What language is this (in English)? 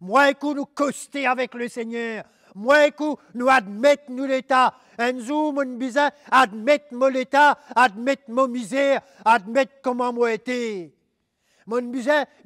Morisyen